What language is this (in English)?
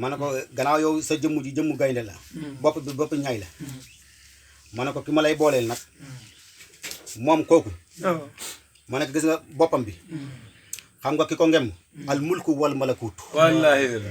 Wolof